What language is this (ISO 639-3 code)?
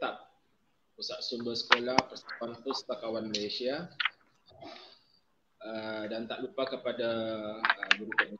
msa